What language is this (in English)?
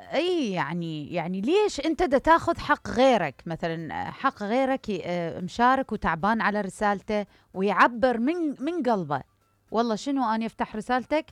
Mesopotamian Arabic